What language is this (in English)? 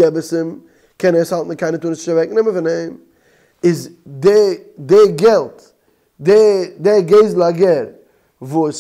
Yiddish